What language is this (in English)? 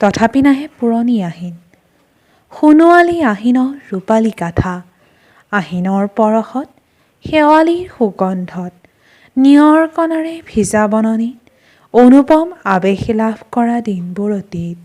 Assamese